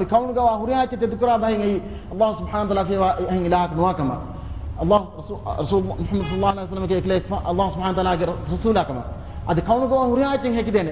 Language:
Divehi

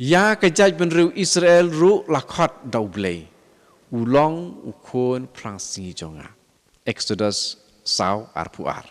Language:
Khasi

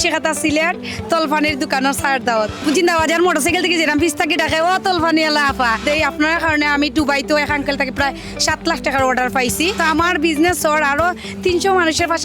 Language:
Sylheti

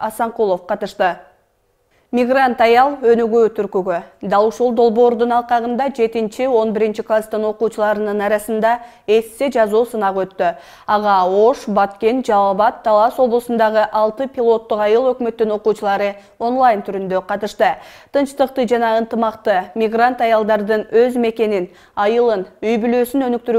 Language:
Kyrgyz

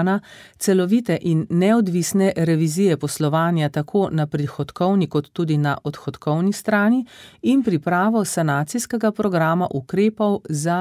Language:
Slovenian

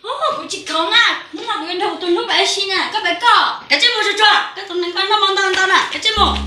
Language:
Hmong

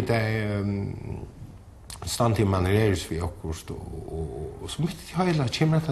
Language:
Faroese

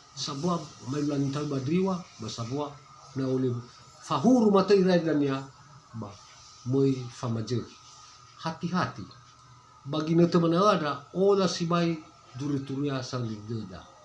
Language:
Nias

